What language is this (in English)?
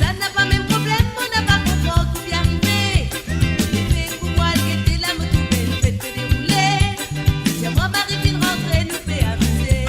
Morisyen